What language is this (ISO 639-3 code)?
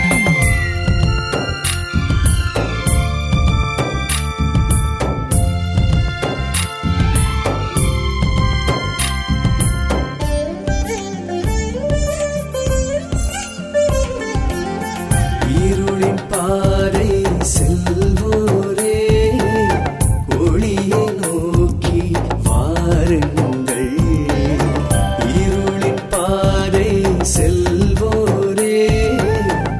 tam